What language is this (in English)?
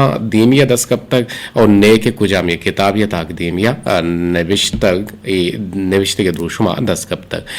Eastern Balochi